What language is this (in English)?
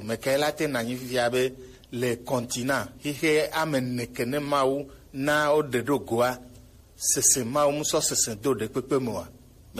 Gen